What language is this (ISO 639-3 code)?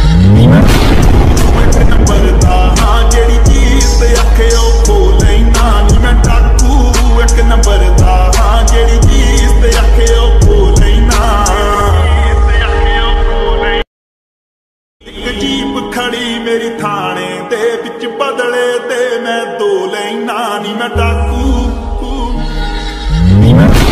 pan